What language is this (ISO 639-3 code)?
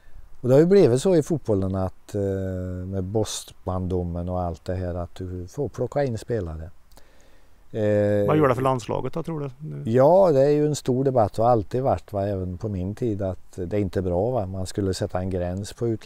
swe